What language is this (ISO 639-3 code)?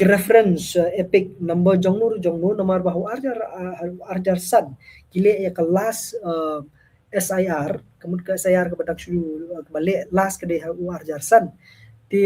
kha